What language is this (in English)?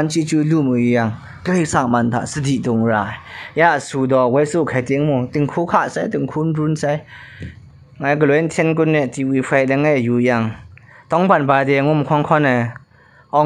Kachin